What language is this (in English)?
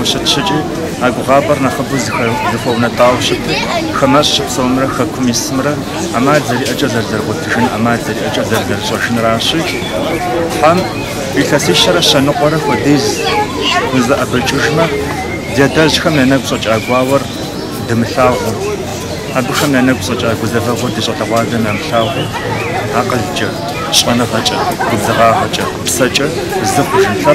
Kabardian